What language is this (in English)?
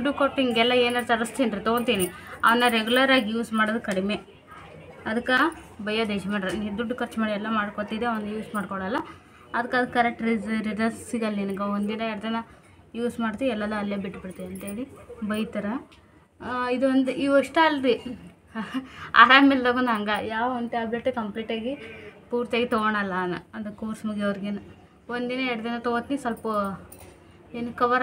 Kannada